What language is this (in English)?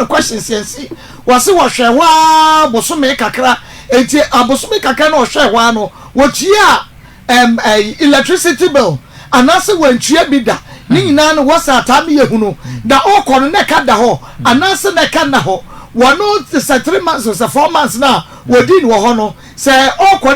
Akan